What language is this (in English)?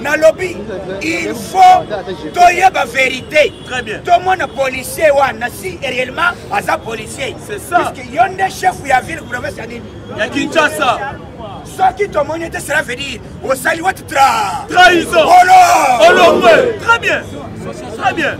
Lingala